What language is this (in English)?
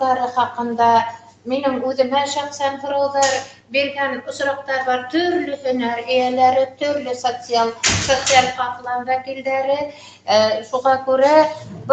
Bashkir